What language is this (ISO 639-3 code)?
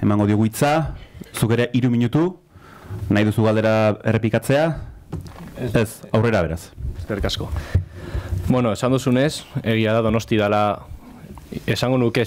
eus